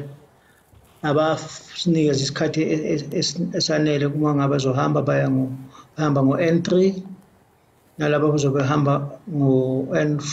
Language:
Zulu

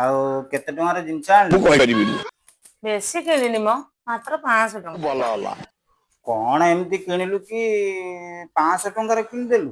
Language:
Odia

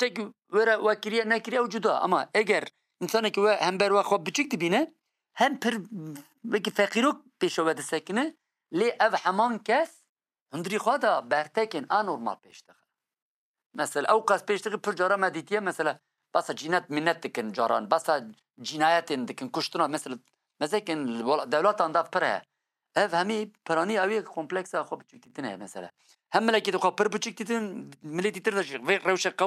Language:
Kurdish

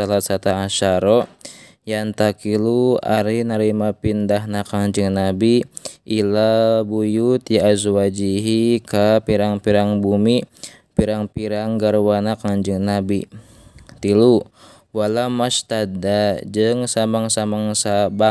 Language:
Sundanese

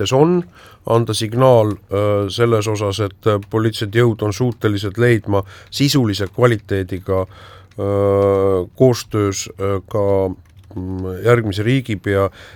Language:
Estonian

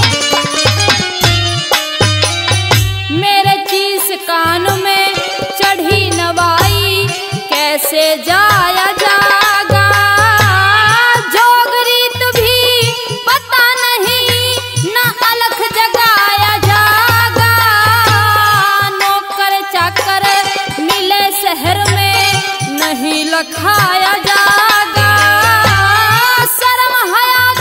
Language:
Haryanvi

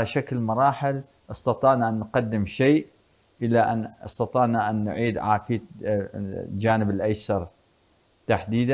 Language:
Arabic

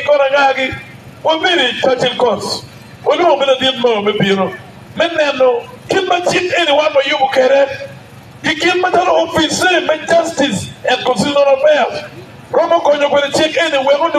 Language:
Acoli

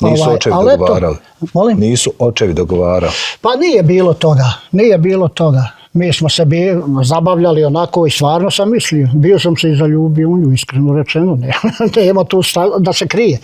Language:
Bosnian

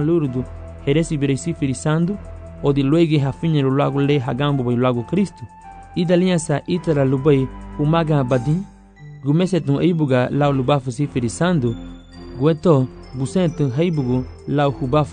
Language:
Garifuna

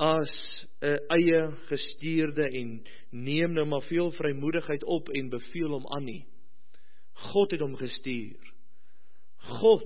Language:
Afrikaans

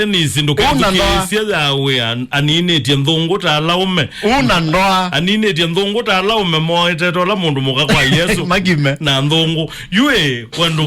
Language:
Kamba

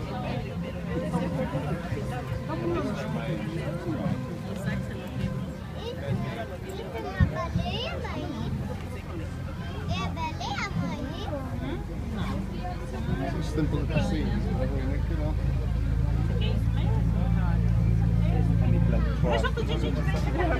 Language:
English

